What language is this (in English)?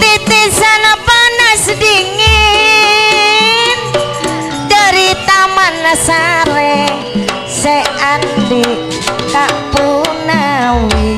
Madurese